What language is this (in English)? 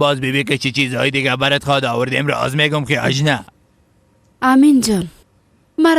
Persian